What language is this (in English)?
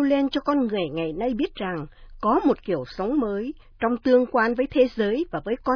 Vietnamese